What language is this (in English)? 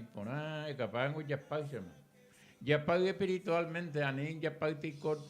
Guarani